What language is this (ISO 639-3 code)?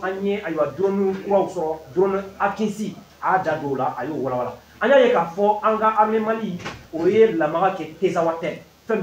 bam